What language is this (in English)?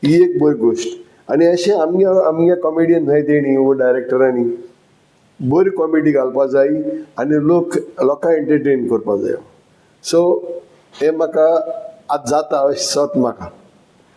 Konkani